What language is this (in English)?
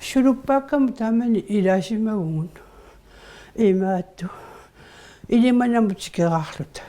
Kalaallisut